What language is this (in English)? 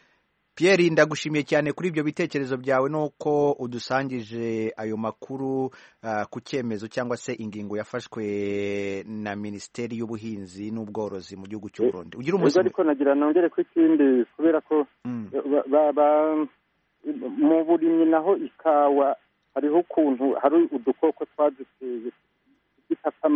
Kinyarwanda